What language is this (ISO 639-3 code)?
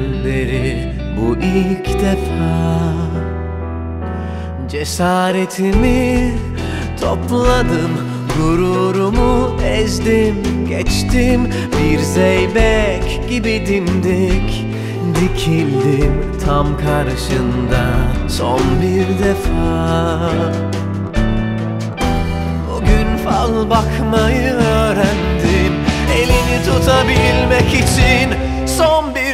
tur